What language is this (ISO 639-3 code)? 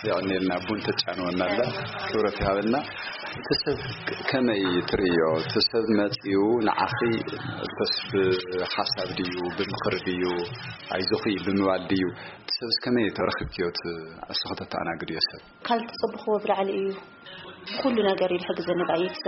tir